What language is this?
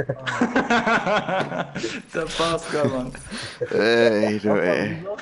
Swiss German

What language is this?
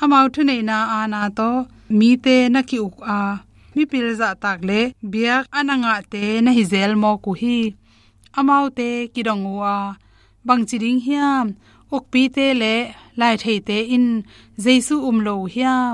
Tedim Chin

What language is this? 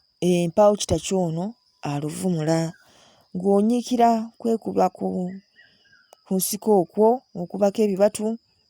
Ganda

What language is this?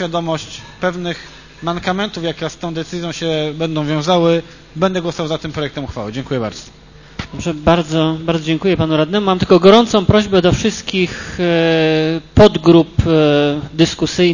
Polish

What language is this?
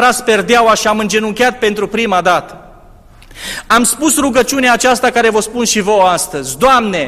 Romanian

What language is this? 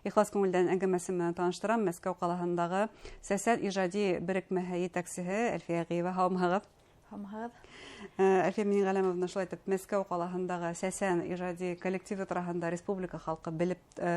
Bashkir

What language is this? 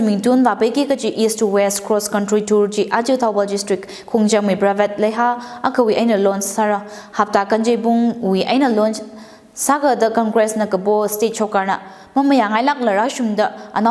Tangkhul Naga (India)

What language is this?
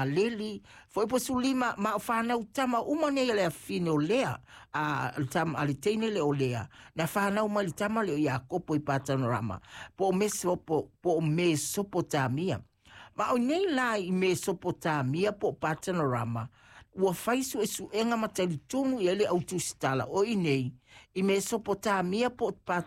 Samoan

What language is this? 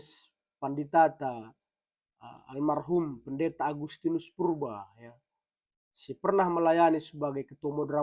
Batak Karo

